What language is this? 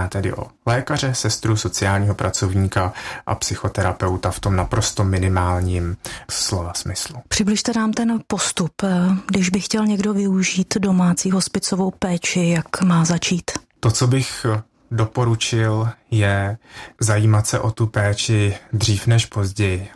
Czech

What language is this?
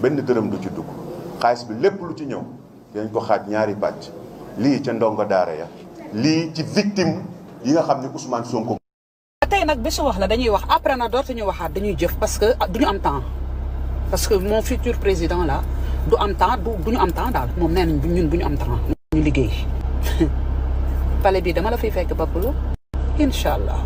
Wolof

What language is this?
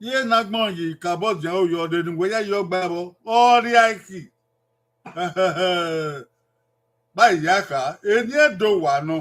Bini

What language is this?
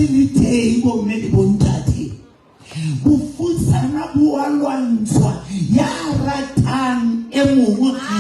Southern Sotho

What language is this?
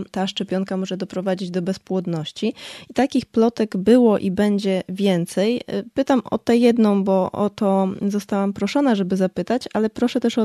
Polish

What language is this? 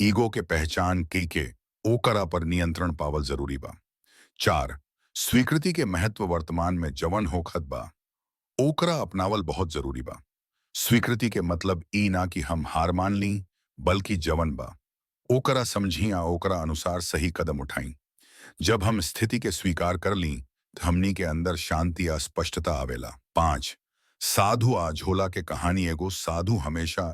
Bhojpuri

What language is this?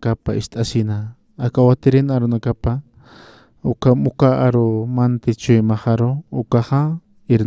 Aymara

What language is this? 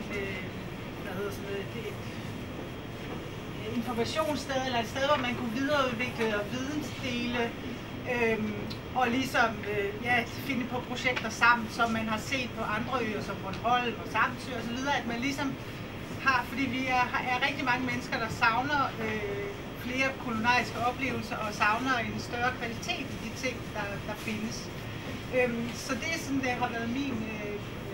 Danish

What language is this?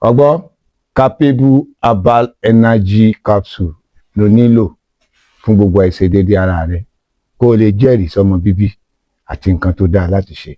Yoruba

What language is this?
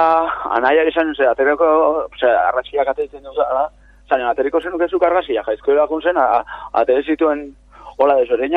Basque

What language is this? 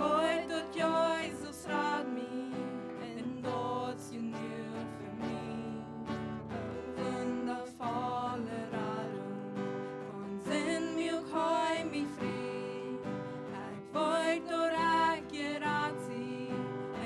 Plautdietsch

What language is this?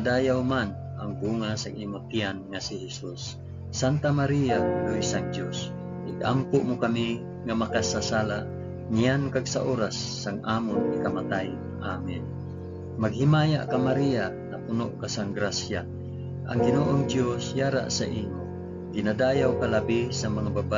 Hiligaynon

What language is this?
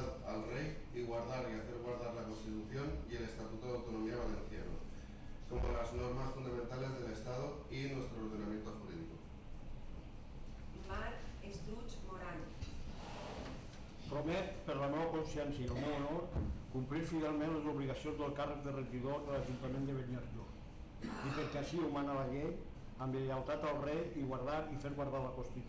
Catalan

